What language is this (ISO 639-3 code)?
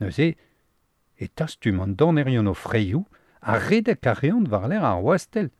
bre